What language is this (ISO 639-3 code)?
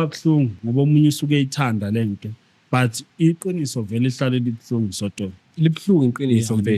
zul